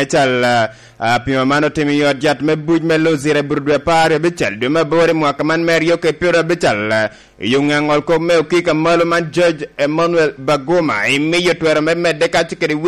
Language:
Lango (Uganda)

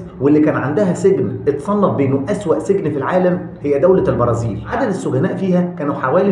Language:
Egyptian Arabic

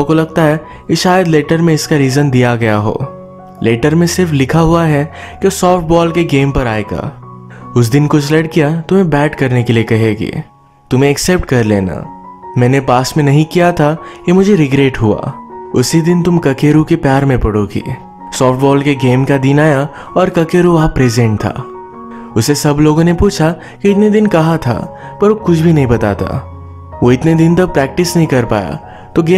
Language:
Hindi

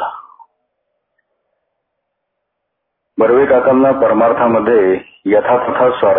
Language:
Marathi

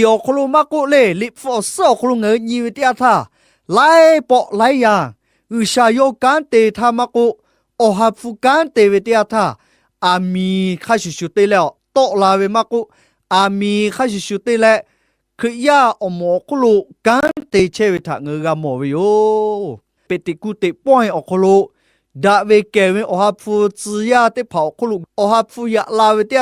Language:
Lahu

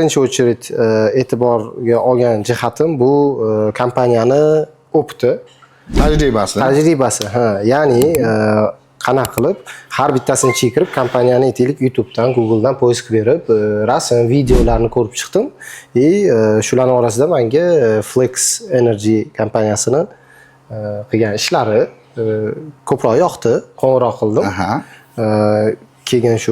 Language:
Uzbek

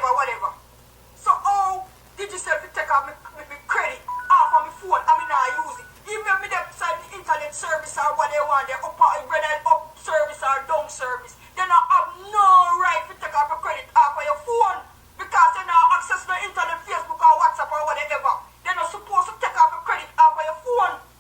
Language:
Jamaican Creole English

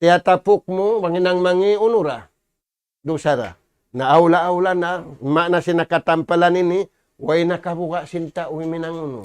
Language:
Tausug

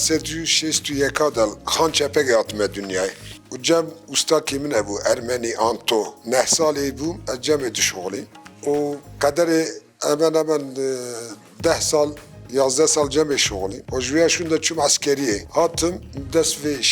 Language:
Kurdish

